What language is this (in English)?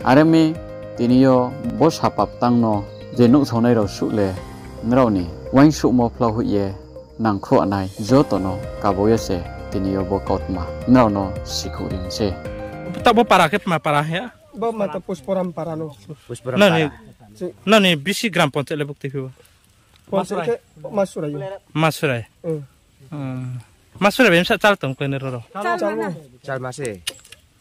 Riang (India)